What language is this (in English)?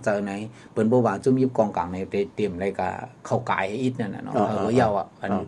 Shan